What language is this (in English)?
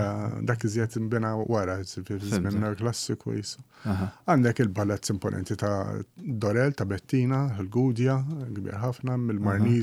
Maltese